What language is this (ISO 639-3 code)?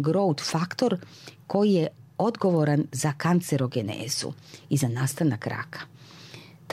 srp